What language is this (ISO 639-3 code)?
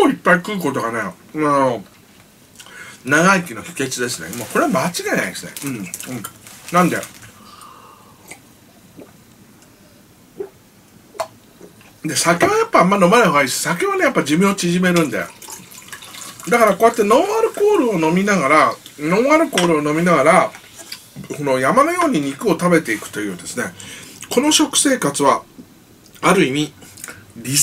jpn